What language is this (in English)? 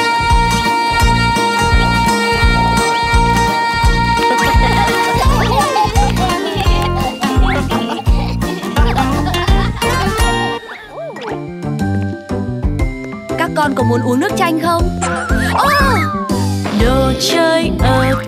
Vietnamese